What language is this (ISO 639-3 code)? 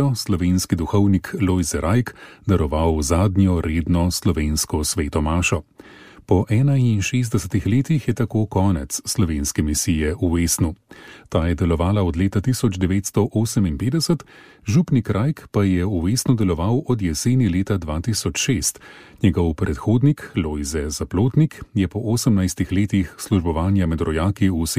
slv